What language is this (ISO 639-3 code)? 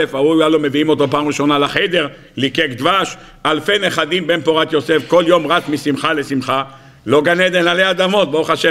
heb